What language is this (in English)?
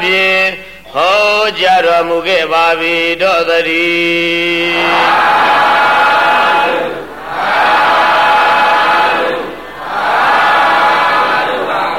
Burmese